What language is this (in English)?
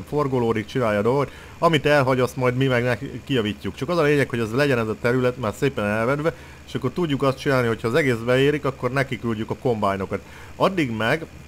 Hungarian